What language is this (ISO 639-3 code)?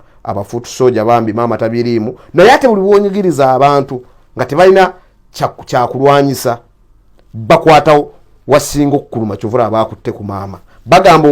lug